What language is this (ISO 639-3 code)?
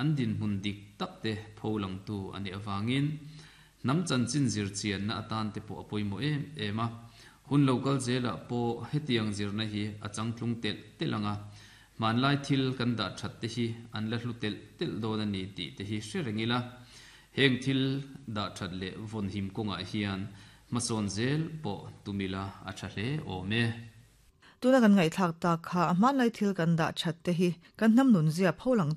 lus